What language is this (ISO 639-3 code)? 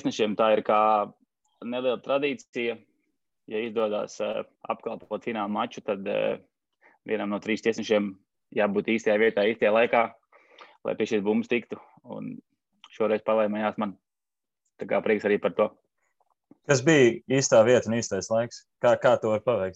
lav